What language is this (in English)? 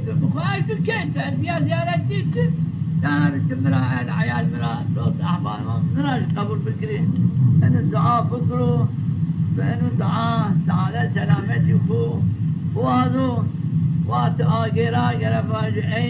Zaza